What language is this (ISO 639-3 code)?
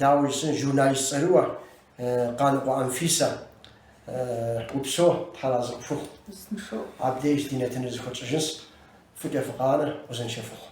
kbd